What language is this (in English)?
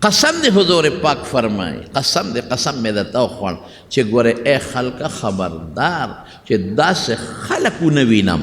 Pashto